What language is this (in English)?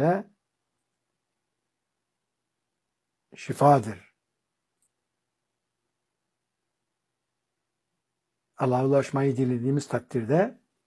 Turkish